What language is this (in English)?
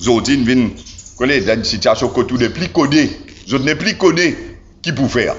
Morisyen